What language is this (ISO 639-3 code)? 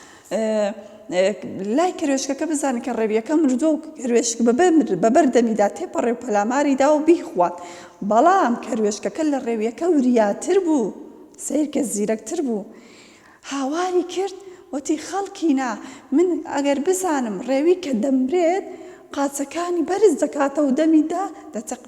ckb